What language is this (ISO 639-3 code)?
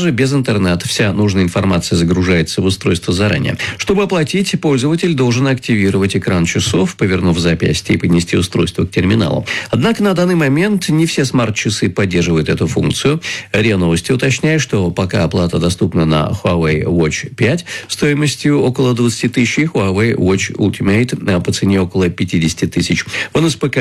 rus